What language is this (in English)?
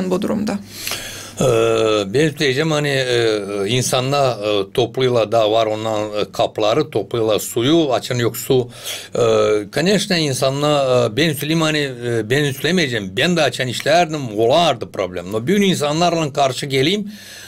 Gagauz